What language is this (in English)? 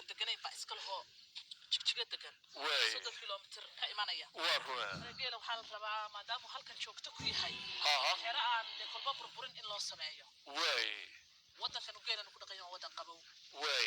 Somali